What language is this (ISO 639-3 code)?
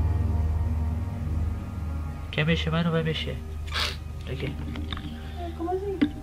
por